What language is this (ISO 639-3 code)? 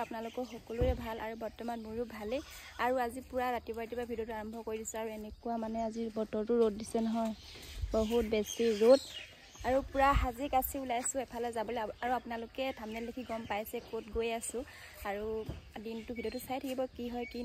asm